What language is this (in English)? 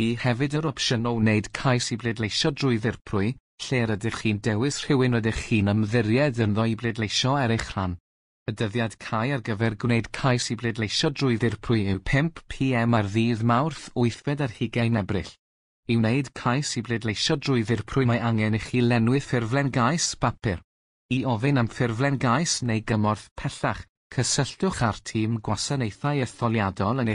Welsh